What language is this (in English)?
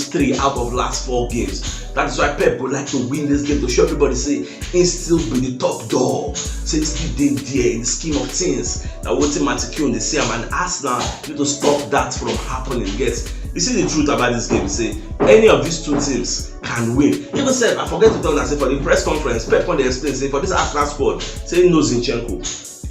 Nigerian Pidgin